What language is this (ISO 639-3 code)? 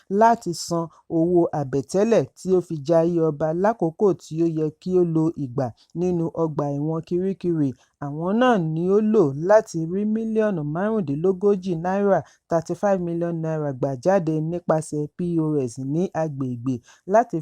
yor